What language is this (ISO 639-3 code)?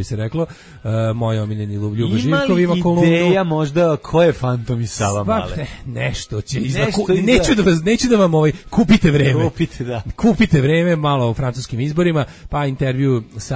srp